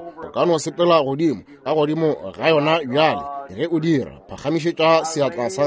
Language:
Northern Sotho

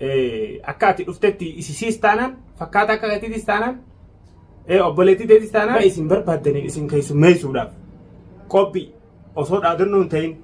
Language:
Oromo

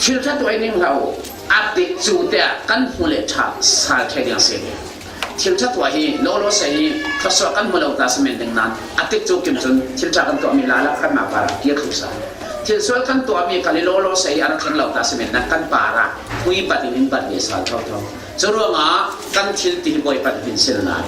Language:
Falam Chin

